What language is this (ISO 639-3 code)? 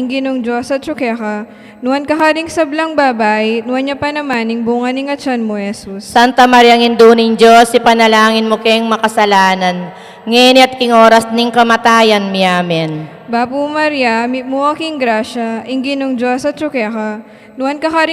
pam